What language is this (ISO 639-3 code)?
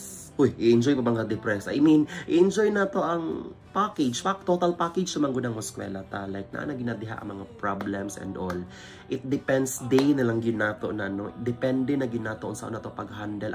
ceb